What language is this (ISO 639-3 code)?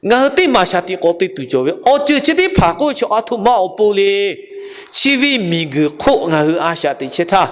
lhu